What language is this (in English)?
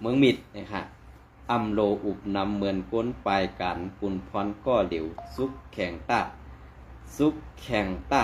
Shan